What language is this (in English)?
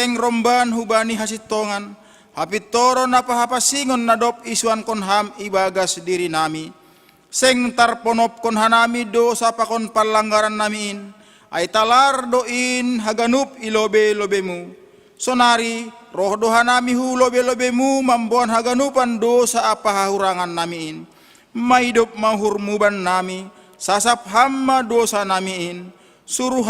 Batak Simalungun